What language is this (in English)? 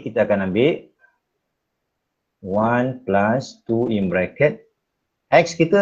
Malay